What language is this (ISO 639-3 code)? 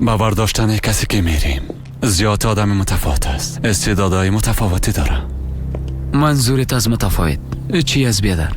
fas